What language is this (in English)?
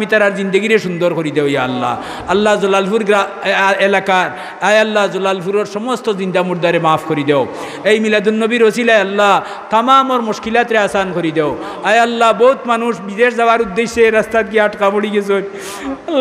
Sylheti